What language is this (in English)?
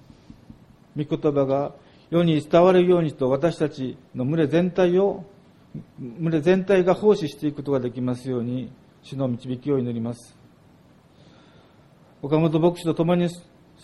Japanese